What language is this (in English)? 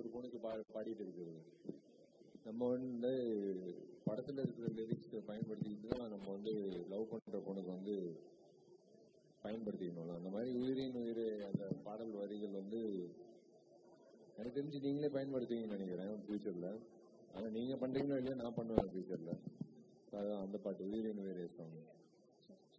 Tamil